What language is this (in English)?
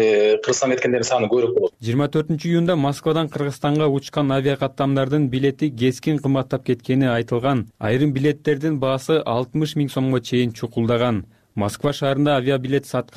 Kyrgyz